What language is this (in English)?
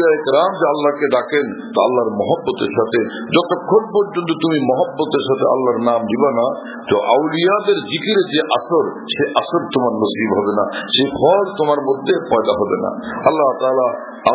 Bangla